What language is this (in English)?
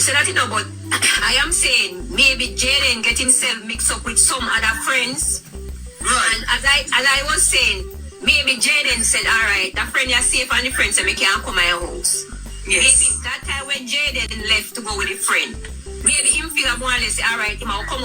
Jamaican Creole English